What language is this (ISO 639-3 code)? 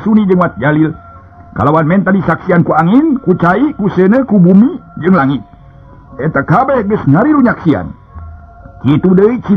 sun